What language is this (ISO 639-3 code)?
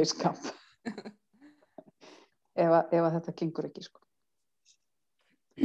isl